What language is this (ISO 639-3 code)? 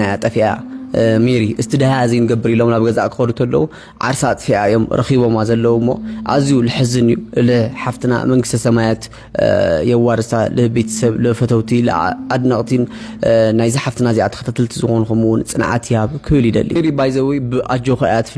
tir